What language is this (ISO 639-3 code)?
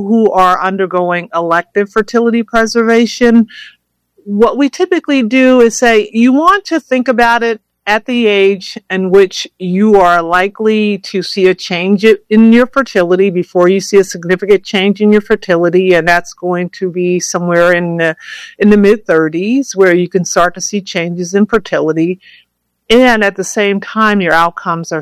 eng